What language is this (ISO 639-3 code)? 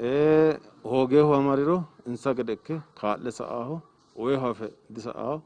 sid